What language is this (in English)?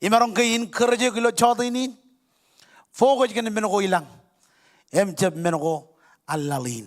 Marshallese